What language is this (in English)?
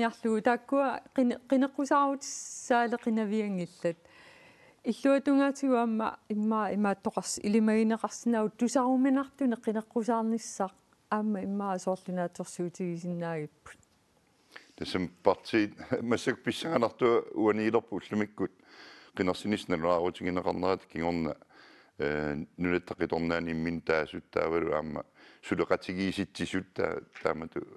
Kalaallisut